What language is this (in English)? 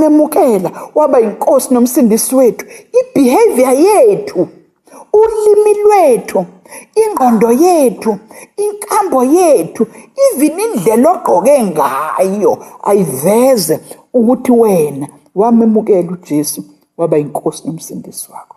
Zulu